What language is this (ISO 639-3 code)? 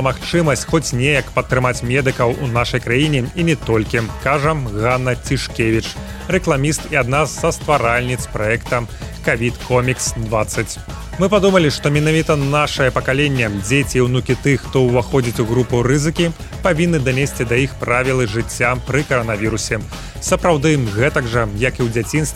bel